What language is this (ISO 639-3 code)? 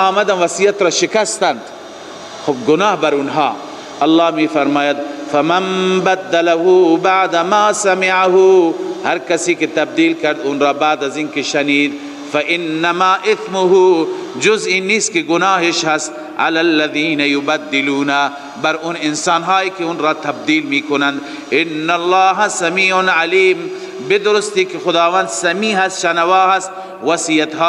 fas